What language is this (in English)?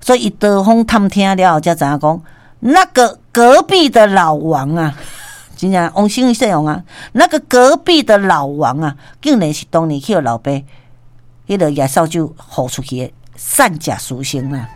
Min Nan Chinese